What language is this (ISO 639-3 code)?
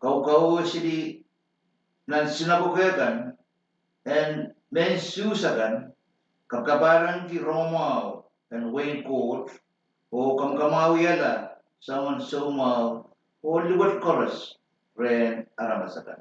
pon